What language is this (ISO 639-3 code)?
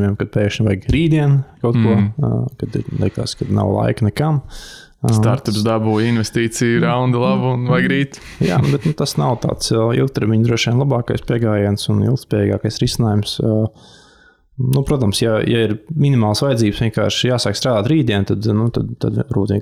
lav